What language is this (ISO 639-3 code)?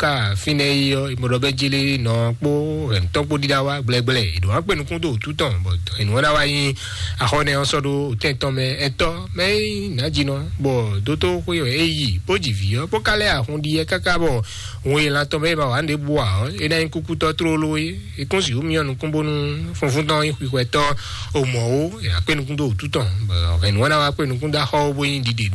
fon